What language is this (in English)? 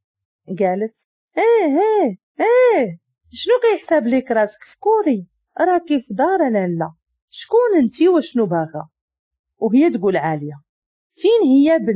Moroccan Arabic